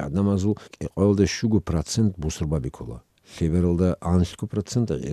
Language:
Avaric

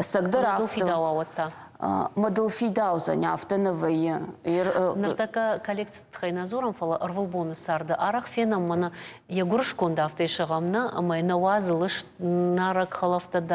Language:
Ossetic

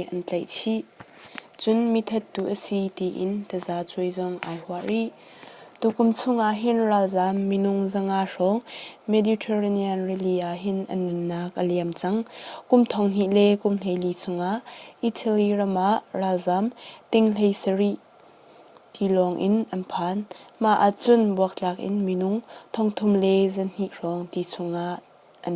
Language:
Hakha Chin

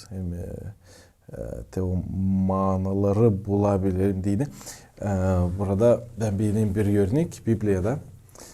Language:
Gagauz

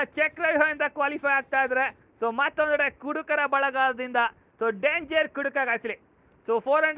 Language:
Kannada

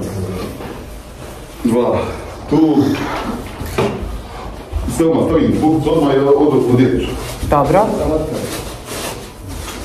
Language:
Bosnian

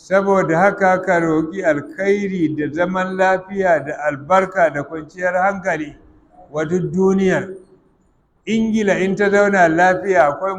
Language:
Hausa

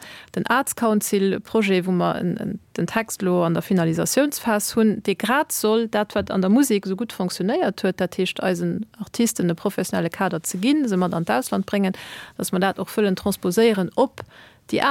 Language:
Luxembourgish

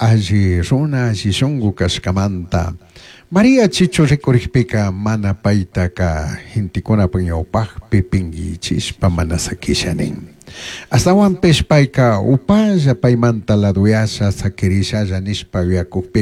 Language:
Chimborazo Highland Quichua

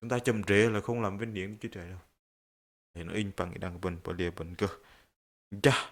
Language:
Bahnar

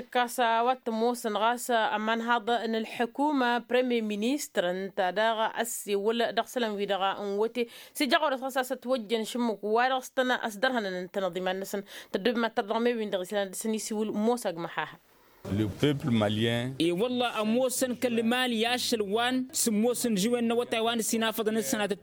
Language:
Tamasheq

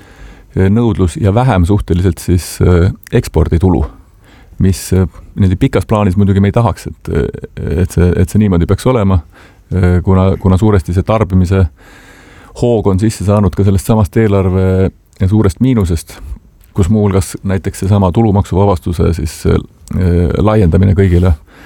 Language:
Estonian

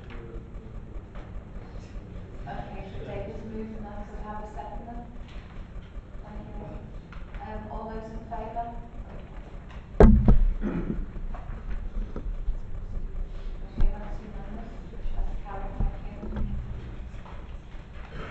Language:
English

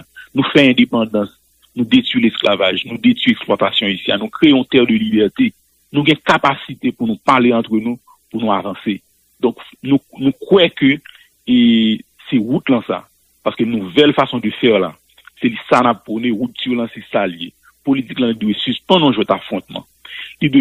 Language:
Haitian Creole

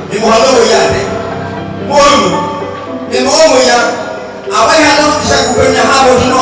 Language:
Nias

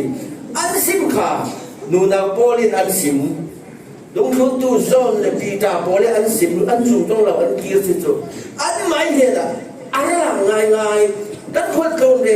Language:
Falam Chin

